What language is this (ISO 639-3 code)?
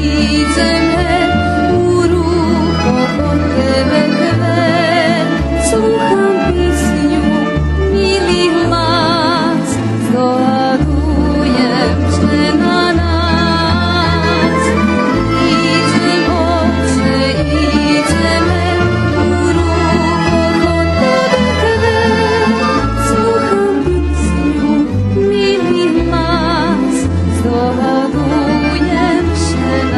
rue